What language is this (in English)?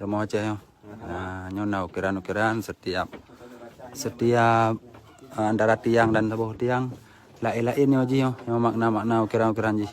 Achinese